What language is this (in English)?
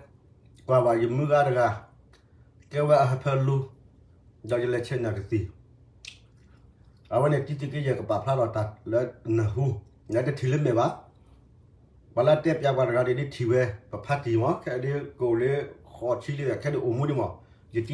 S'gaw Karen